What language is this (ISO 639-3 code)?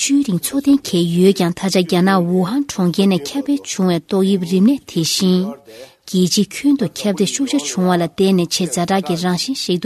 bod